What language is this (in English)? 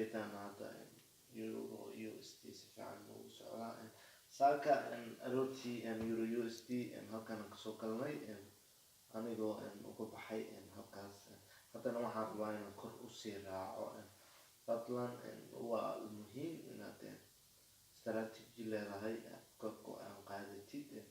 Somali